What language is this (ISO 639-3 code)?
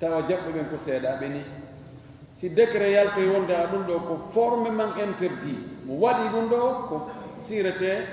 ful